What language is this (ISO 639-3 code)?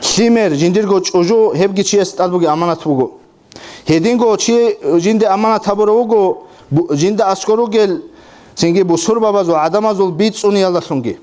ava